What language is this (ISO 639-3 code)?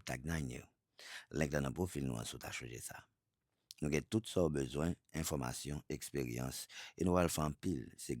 hat